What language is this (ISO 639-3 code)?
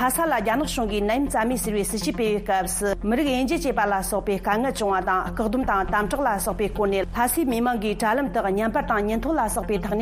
bod